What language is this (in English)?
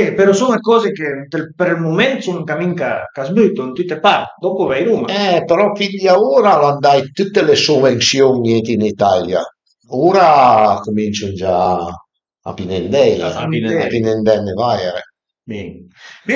Piedmontese